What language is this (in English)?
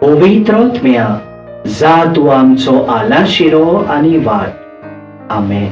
Konkani